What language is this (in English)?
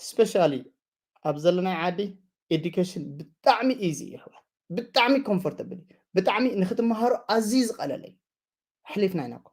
Tigrinya